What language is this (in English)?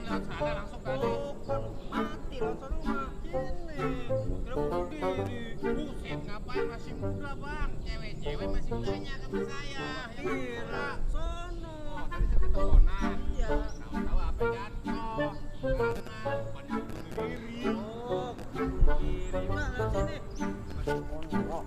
Betawi